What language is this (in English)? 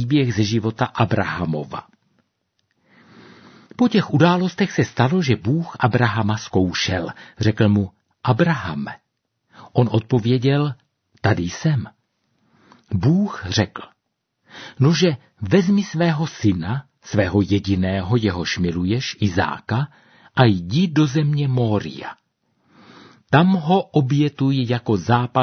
Czech